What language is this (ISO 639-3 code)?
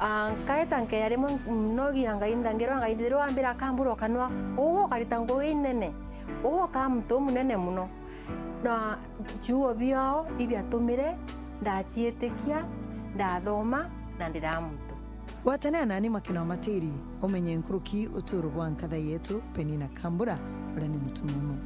mer